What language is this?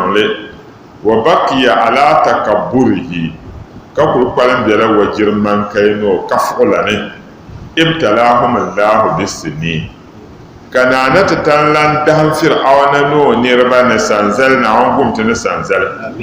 Dagbani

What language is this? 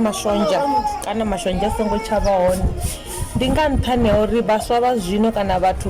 Venda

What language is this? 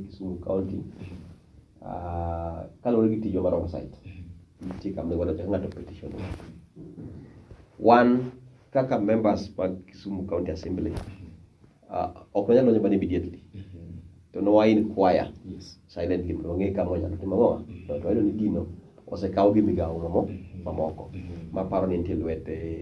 Luo (Kenya and Tanzania)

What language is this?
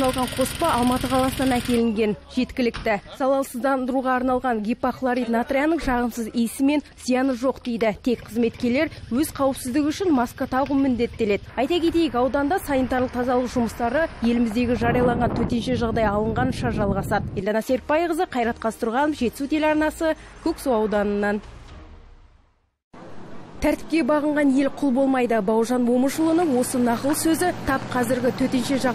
Kazakh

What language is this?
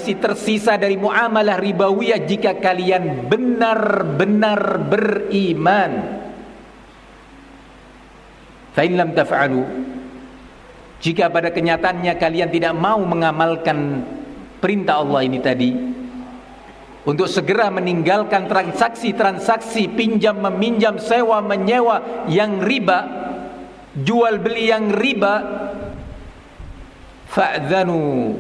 Indonesian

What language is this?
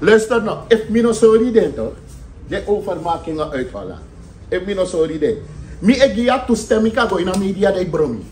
Sranan Tongo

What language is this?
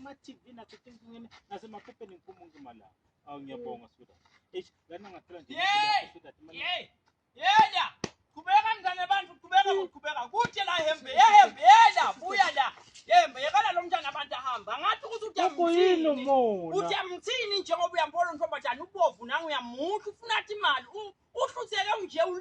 Swati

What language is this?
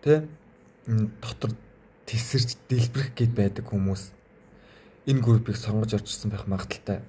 Mongolian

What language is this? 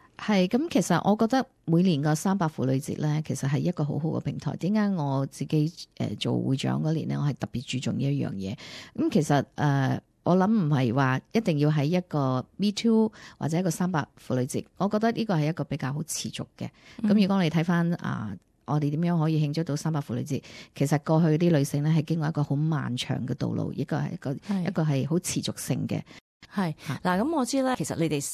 Cantonese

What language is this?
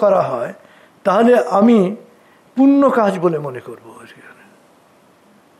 Bangla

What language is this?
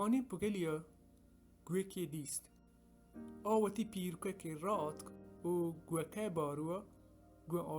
Baluchi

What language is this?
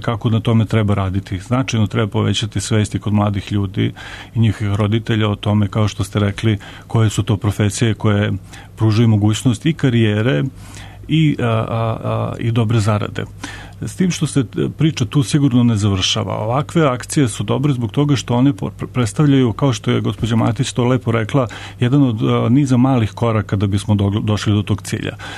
Serbian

